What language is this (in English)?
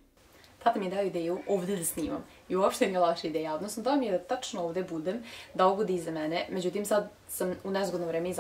Serbian